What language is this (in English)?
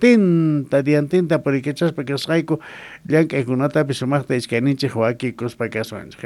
South Bolivian Quechua